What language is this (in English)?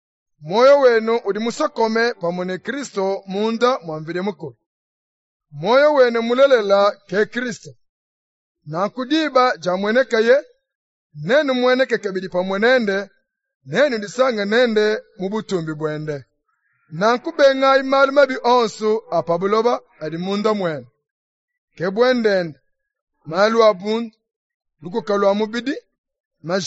Luba-Lulua